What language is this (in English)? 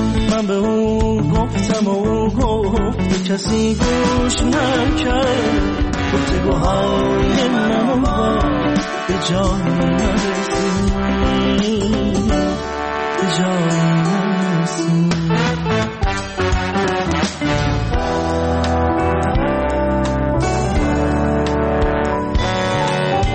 Persian